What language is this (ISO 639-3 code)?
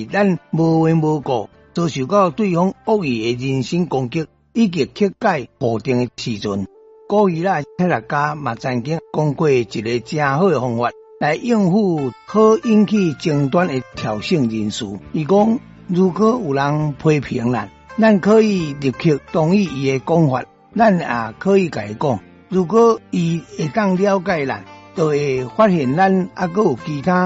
nan